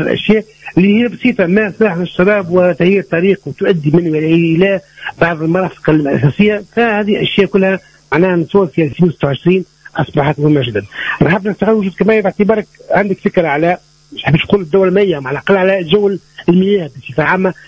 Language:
Tunisian Arabic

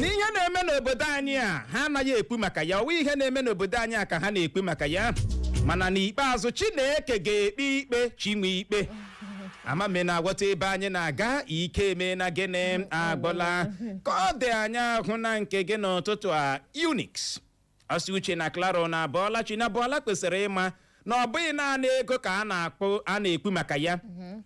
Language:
Igbo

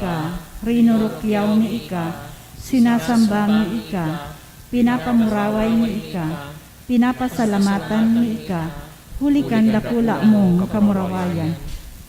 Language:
Bikol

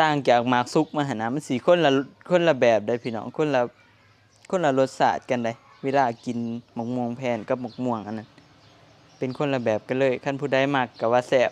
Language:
Northeastern Thai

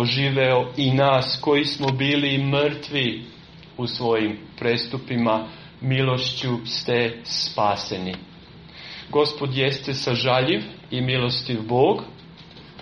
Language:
Serbian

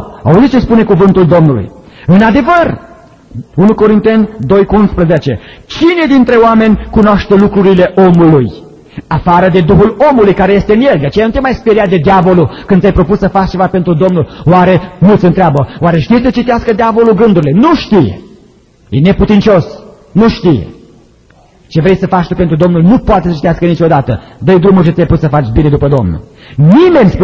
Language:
Romanian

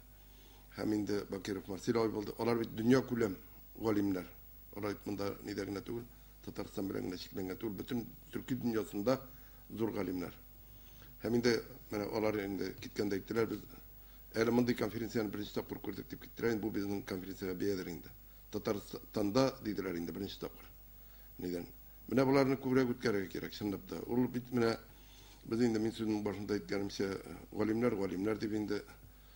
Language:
Tatar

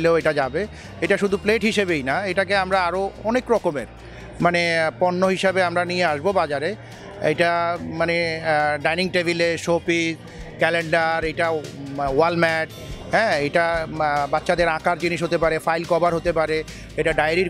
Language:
Bangla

